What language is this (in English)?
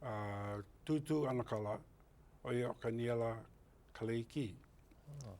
Hawaiian